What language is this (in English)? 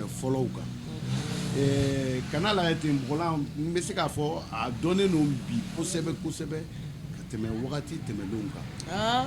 Bambara